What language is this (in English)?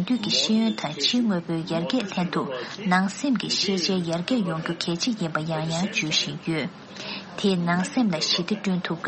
Tibetan